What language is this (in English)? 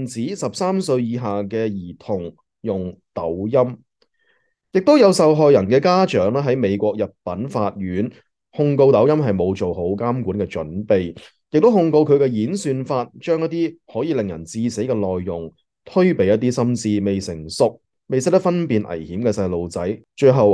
Cantonese